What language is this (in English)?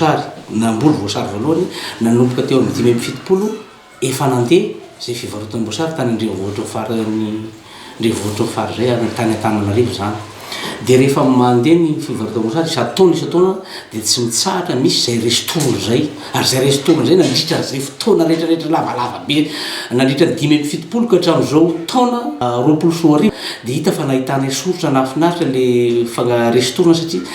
Malagasy